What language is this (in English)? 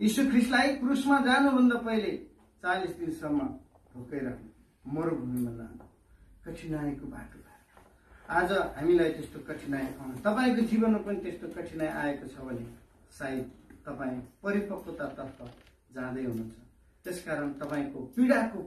Nepali